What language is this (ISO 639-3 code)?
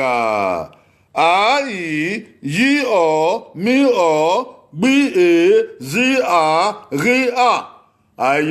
bin